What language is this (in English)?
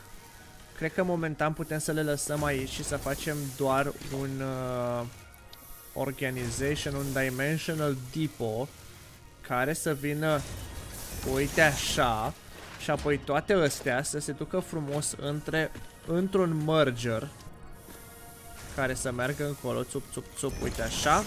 Romanian